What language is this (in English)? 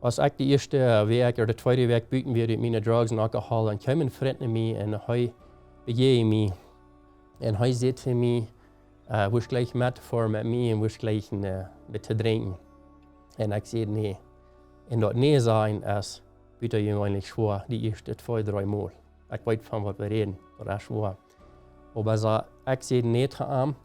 Plautdietsch